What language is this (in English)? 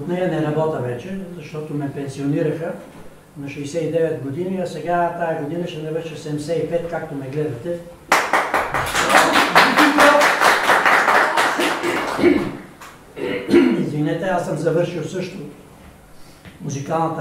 Bulgarian